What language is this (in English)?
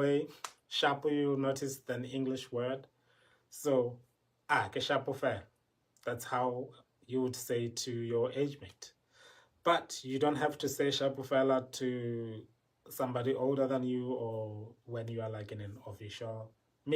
Tswana